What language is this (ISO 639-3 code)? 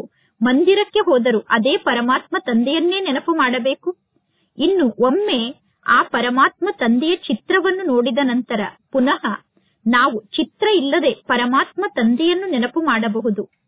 kan